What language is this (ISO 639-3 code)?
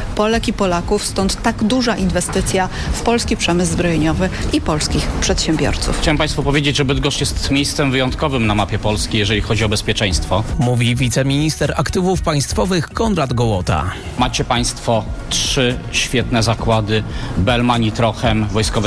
pol